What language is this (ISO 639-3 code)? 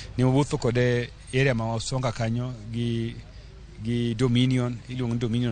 luo